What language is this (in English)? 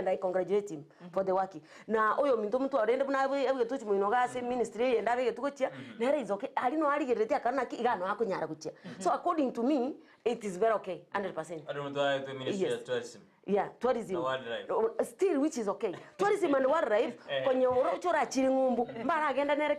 Gusii